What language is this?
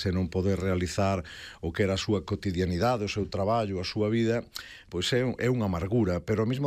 Galician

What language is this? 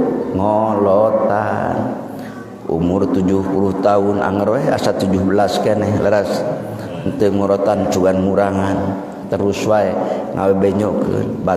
Sundanese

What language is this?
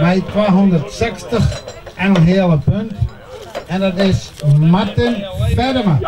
Western Frisian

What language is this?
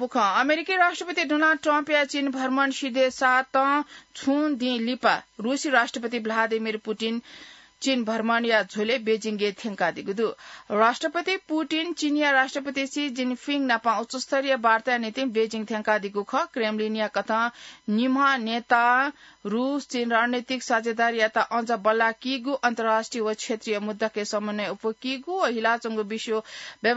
Newari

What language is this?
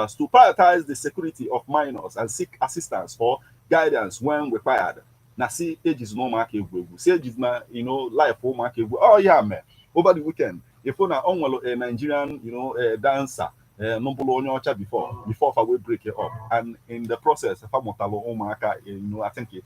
Igbo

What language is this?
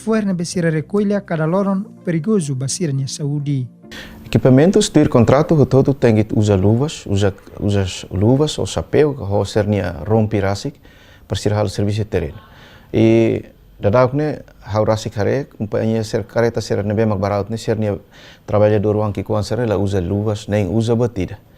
Tetum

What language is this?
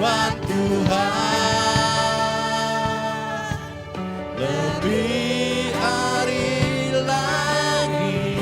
Iban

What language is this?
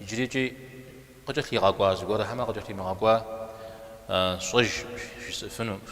Kabardian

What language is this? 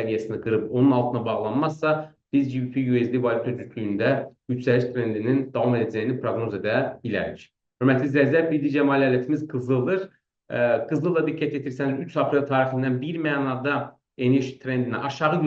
Azerbaijani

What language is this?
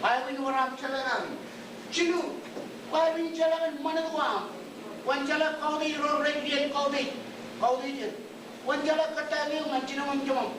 Marshallese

